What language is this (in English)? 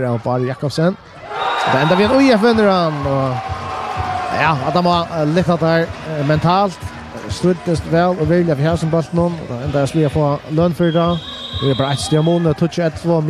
Faroese